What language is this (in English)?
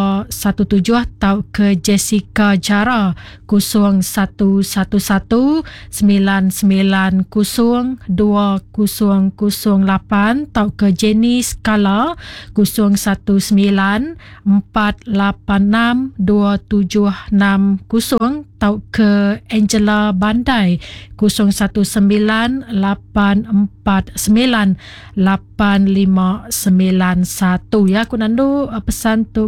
Iban